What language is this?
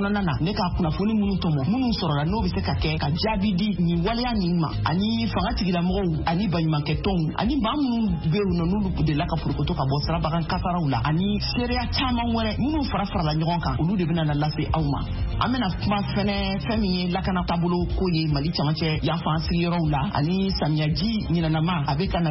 Bambara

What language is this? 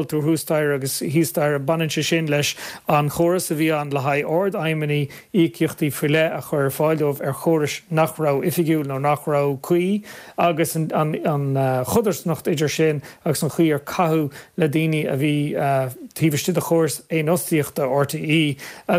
Irish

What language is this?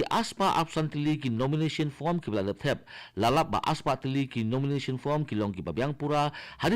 Khasi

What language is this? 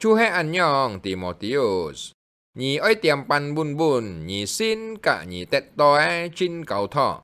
Hakka Chinese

